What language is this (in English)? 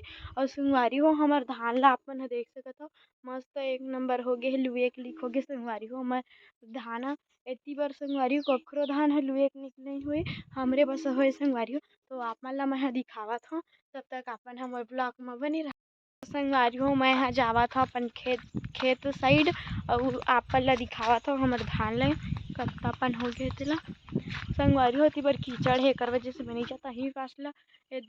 Chhattisgarhi